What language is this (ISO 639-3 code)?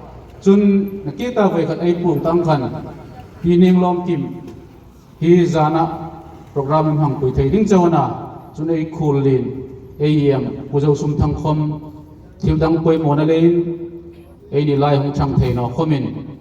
hmr